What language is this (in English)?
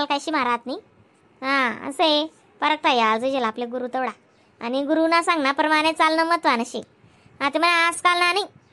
Khandesi